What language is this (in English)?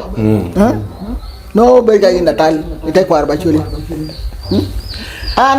Acoli